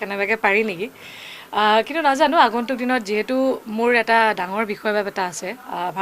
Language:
Assamese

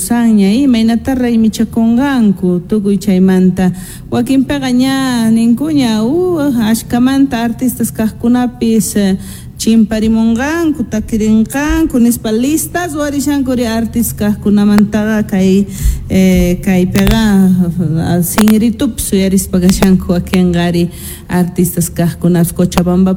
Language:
Quechua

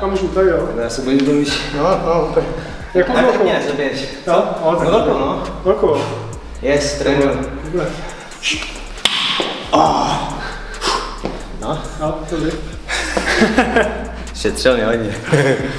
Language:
Czech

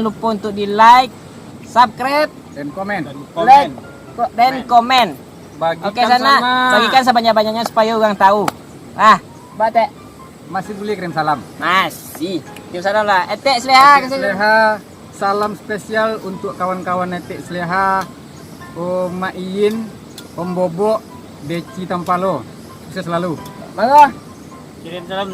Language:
Minangkabau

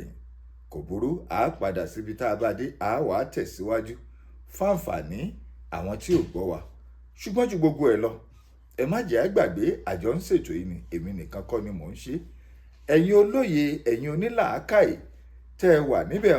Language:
Yoruba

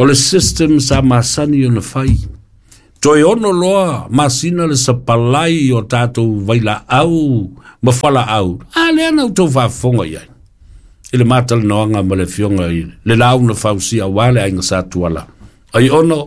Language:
Samoan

